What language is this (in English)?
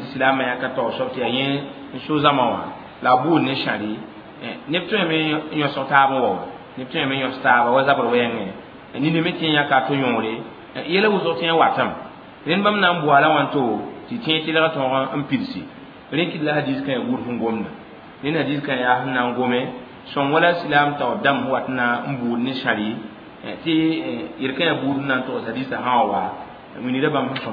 Mossi